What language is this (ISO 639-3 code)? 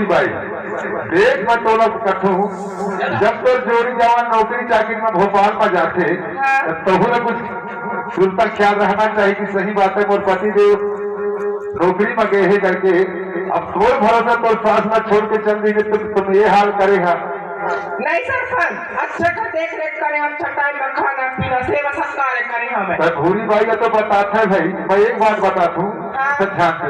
hne